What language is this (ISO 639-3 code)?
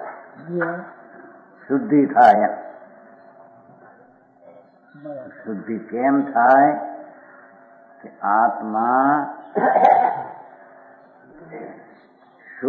guj